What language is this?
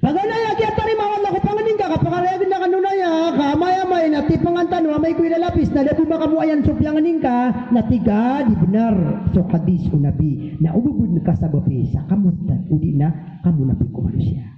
Maranao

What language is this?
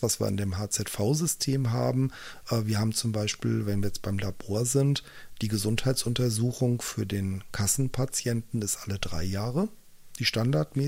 German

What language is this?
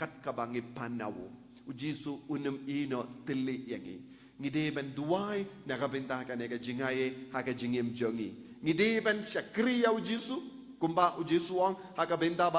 Khasi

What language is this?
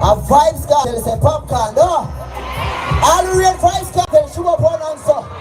Jamaican Creole English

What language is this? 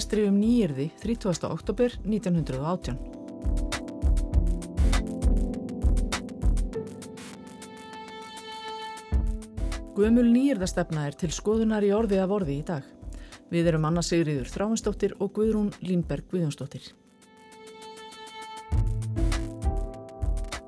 Icelandic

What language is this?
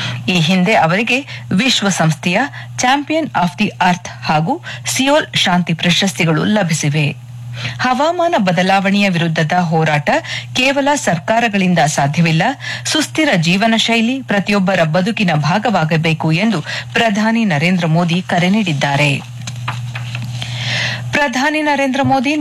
Kannada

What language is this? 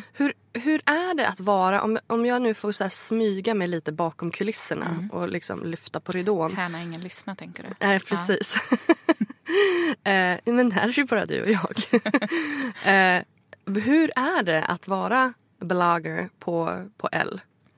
Swedish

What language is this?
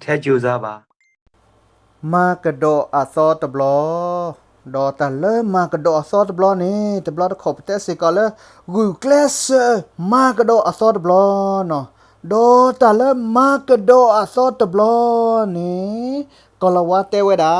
S'gaw Karen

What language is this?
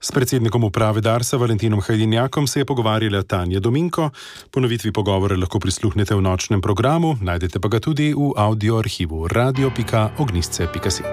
Slovenian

